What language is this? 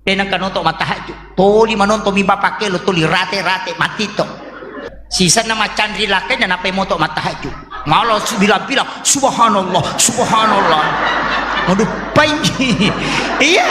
Buginese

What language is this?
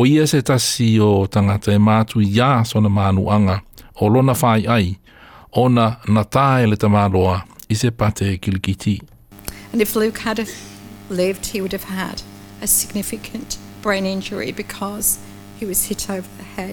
Samoan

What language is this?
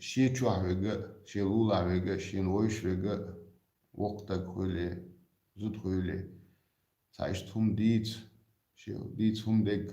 Chechen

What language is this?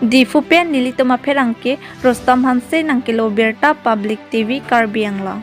Karbi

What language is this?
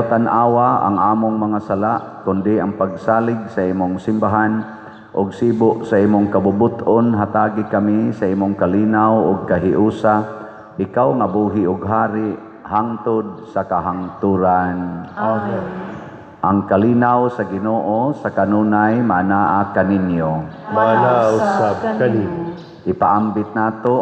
Cebuano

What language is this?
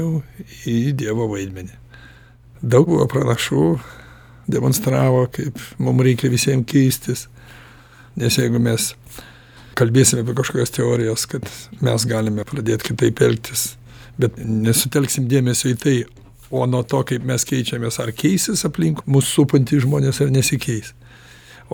Lithuanian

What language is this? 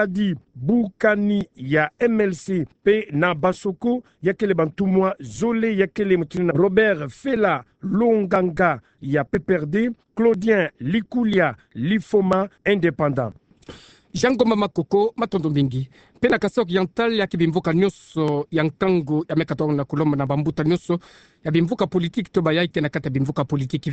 Kituba (Democratic Republic of Congo)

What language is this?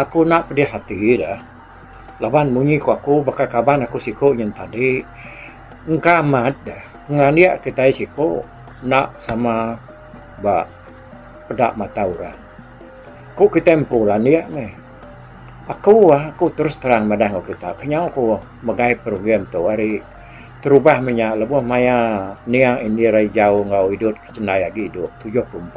Iban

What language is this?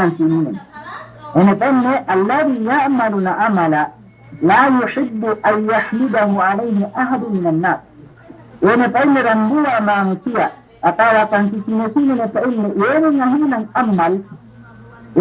Yakan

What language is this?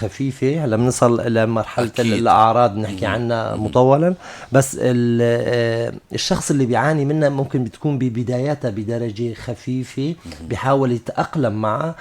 North Levantine Arabic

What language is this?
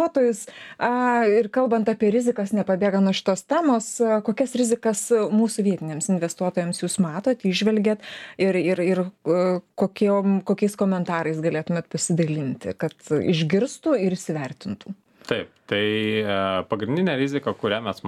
Lithuanian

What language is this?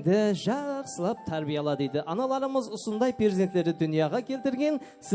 Kara-Kalpak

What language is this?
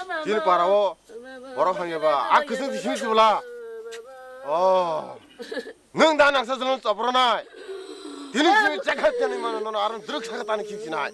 Kok Borok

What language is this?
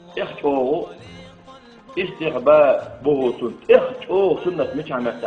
Chechen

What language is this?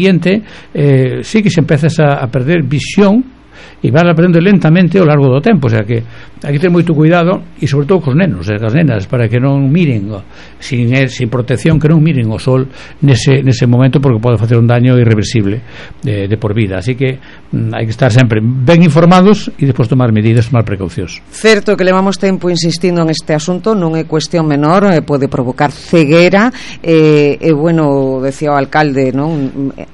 Galician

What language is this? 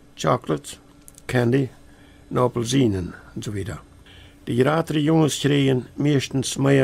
Plautdietsch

